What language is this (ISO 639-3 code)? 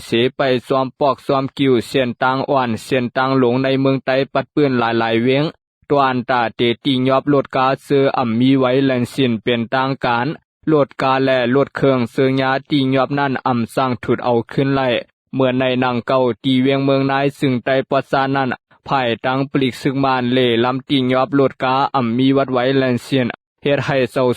lao